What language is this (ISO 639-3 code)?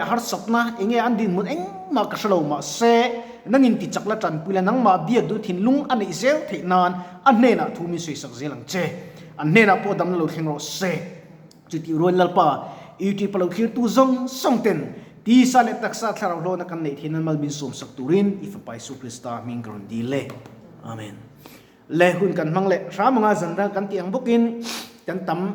lus